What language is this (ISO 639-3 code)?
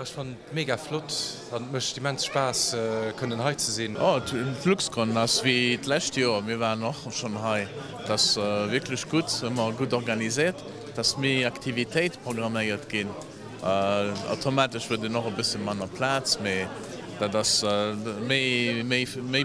ltz